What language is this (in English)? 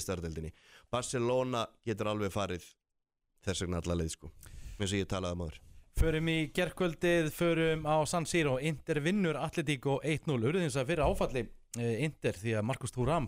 Icelandic